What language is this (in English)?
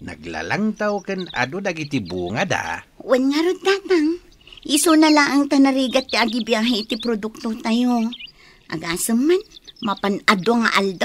Iloko